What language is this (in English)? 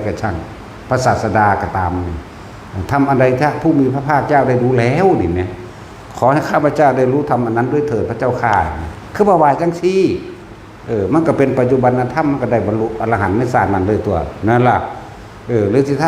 Northeastern Thai